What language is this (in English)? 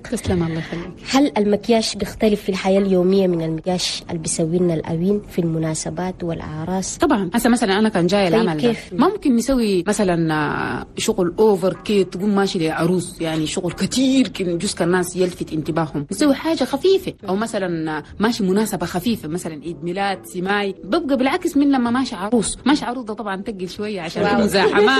Chadian Arabic